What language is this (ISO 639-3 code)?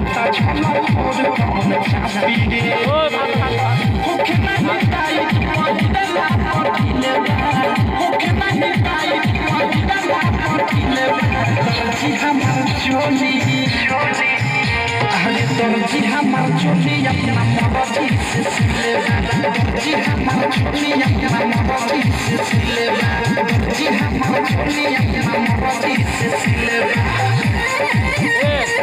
bho